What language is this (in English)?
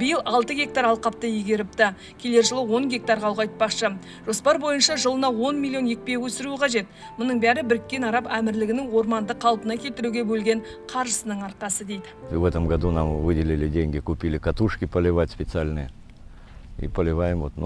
Kazakh